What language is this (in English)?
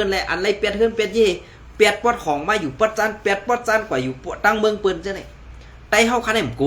Shan